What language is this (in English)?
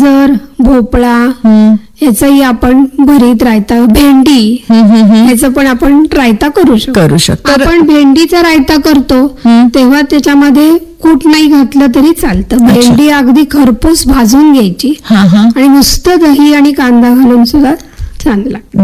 Marathi